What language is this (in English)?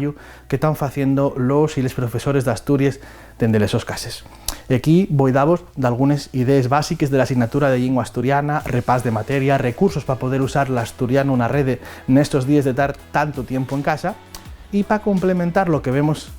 Asturian